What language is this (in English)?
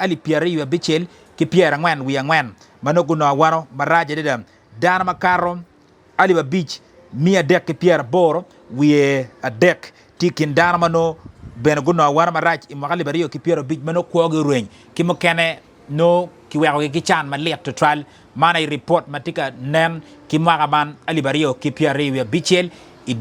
Acoli